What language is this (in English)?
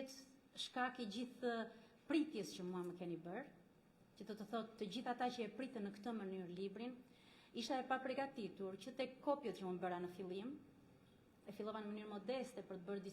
Albanian